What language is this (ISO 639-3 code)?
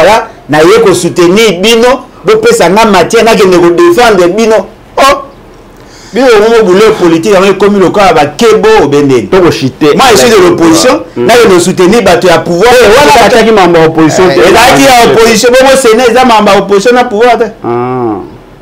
lin